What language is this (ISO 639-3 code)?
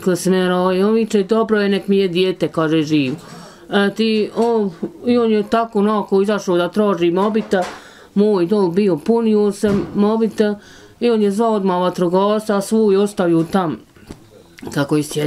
bos